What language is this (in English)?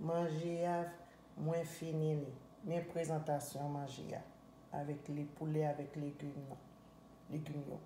Haitian Creole